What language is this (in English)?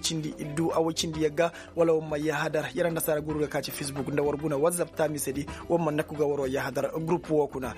Koyraboro Senni